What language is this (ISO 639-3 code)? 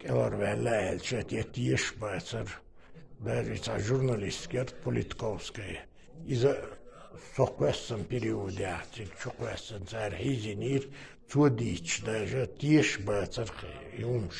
che